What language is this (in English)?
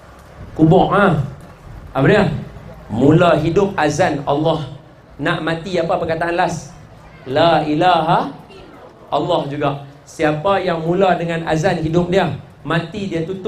Malay